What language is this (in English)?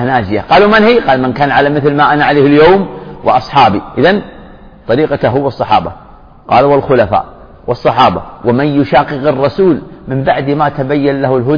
Arabic